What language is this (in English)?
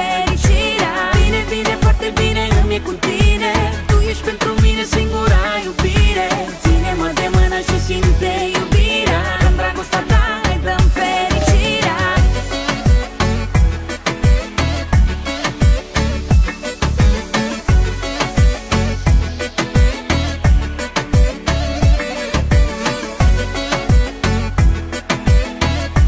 Romanian